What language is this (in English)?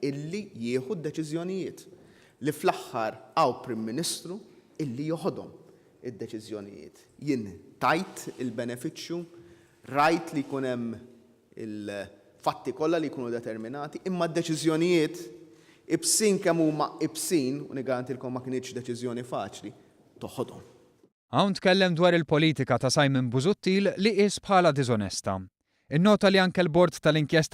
Maltese